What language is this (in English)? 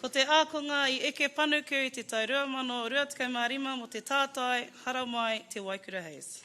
Māori